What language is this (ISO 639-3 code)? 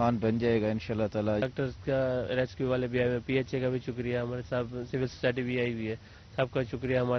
urd